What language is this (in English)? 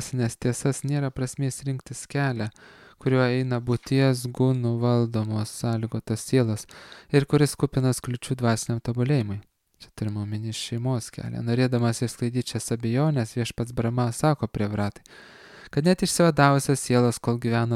Lithuanian